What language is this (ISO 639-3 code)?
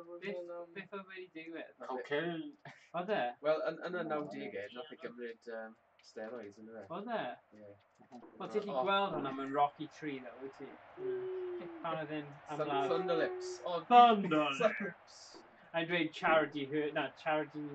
cym